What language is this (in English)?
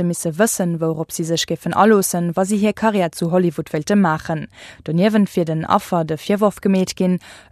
Luxembourgish